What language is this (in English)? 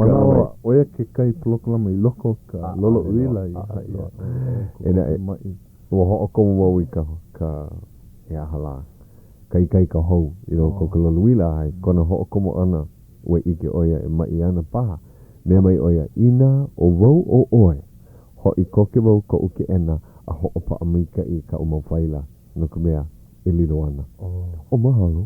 Hawaiian